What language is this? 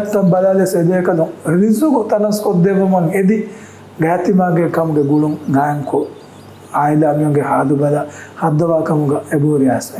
Divehi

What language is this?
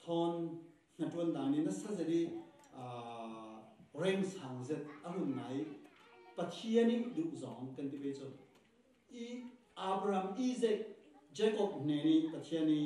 Falam Chin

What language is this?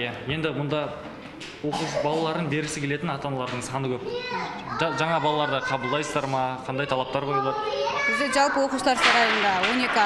Kazakh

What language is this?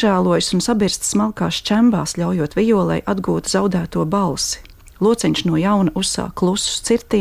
Latvian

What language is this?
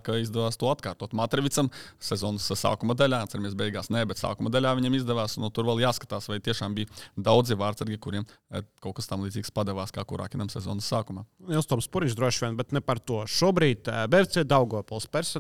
Latvian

